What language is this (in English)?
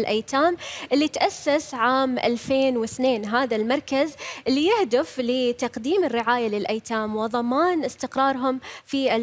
Arabic